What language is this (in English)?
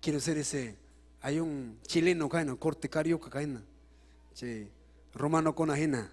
Ayacucho Quechua